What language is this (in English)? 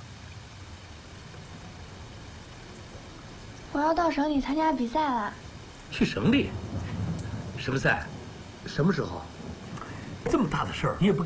Chinese